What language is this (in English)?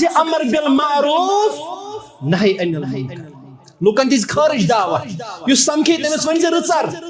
Kashmiri